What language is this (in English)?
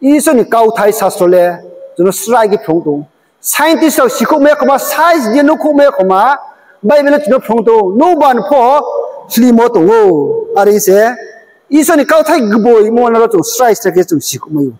Riang (India)